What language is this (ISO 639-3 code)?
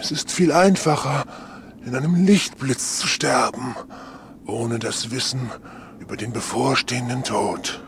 bar